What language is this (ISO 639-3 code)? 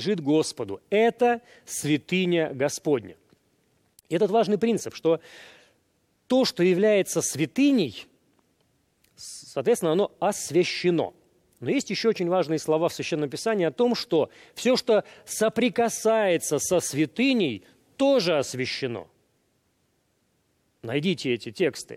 rus